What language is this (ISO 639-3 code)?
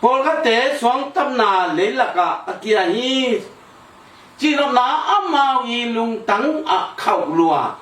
ctd